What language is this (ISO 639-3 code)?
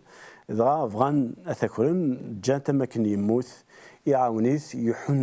kab